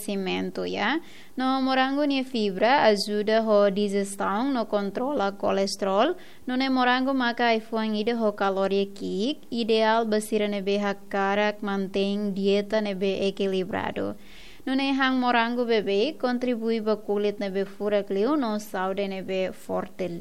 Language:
Tetum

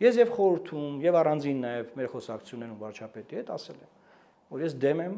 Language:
Armenian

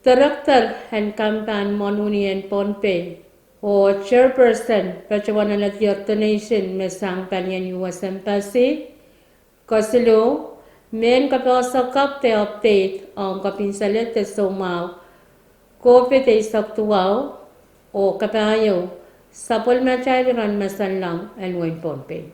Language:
Pohnpeian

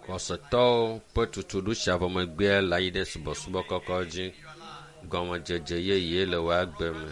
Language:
Ewe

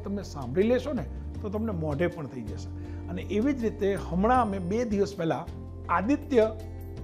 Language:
Gujarati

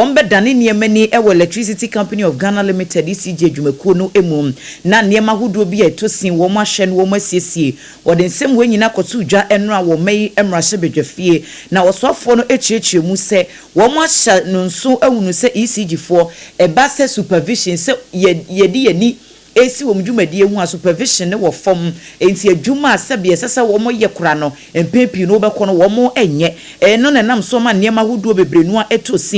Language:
Akan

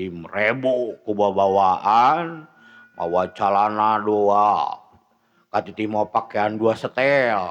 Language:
Sundanese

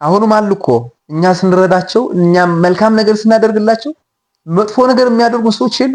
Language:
Amharic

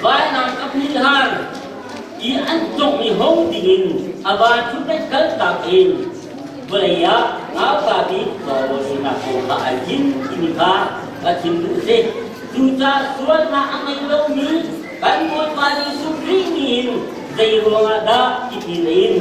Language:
Hakha Chin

